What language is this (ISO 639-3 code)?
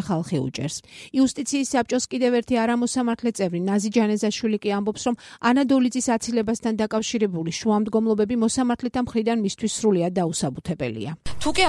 kat